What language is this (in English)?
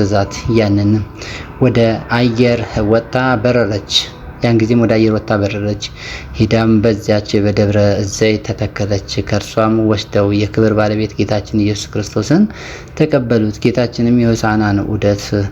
Amharic